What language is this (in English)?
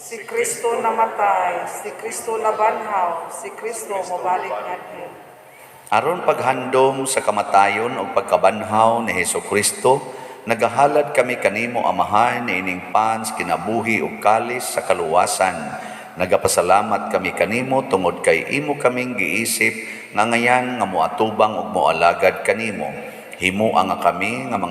Cebuano